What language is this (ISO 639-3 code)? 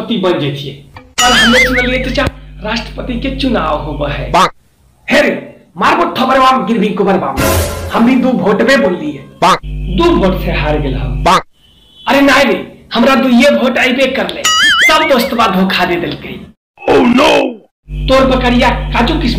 mag